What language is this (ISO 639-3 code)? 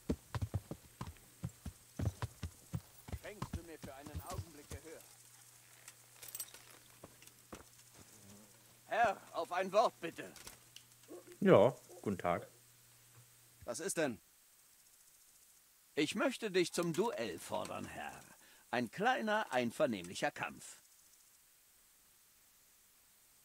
deu